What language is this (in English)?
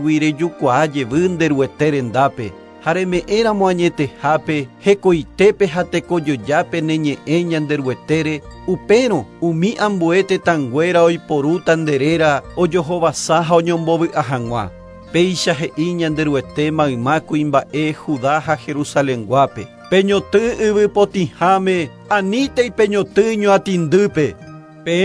Guarani